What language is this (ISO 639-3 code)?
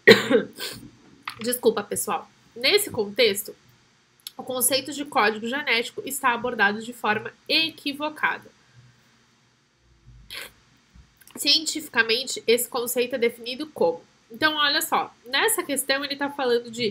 por